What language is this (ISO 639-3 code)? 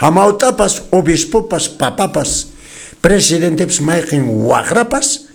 que